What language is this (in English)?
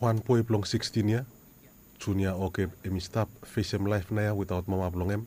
Bislama